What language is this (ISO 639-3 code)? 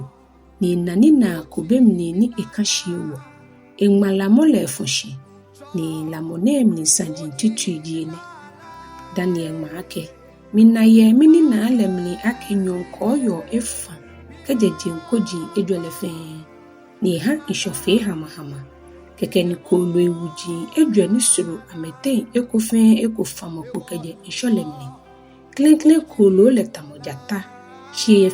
gaa